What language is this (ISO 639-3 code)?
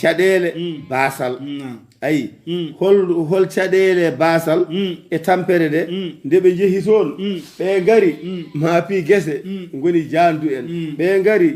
ful